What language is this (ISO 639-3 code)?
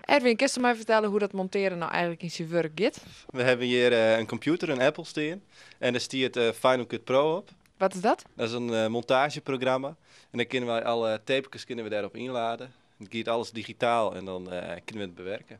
fry